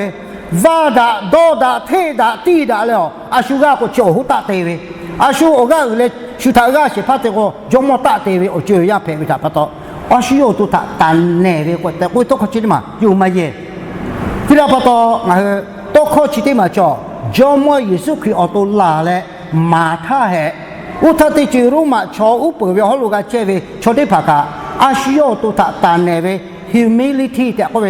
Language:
Lahu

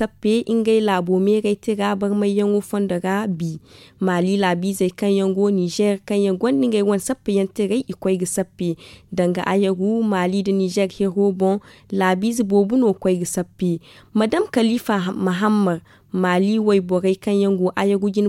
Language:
Zarma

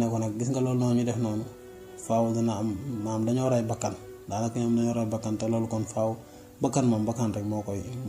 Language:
Wolof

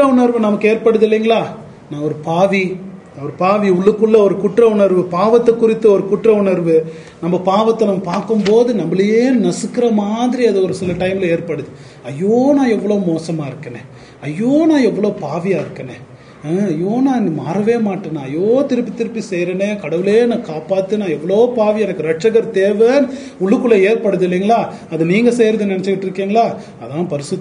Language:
Tamil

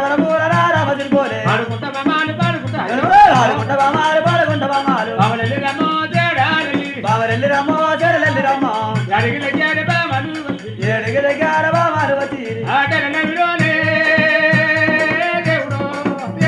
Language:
Telugu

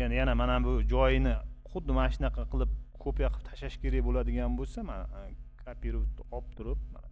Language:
Uzbek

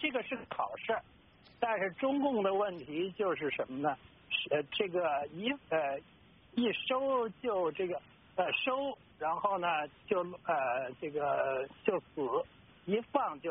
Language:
Chinese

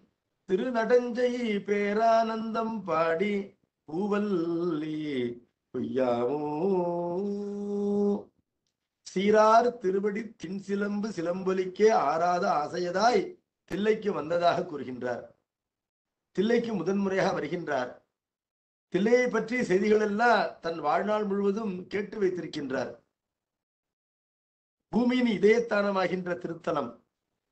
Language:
Tamil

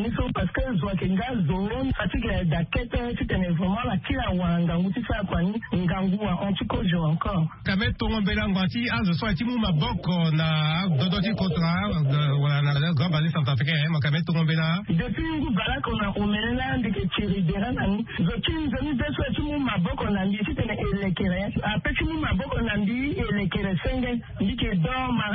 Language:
Sango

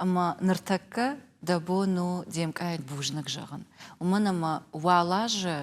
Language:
Ossetic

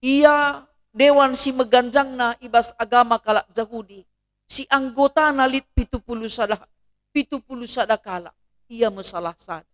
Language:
Batak Karo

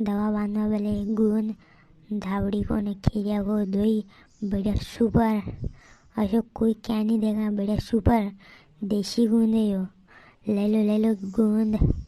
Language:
Rajasthani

